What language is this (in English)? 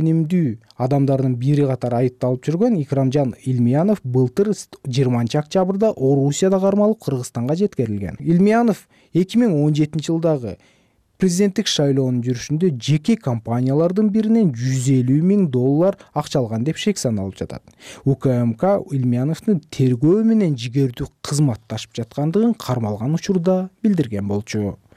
Kyrgyz